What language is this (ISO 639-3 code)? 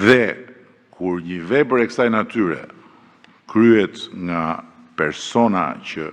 sqi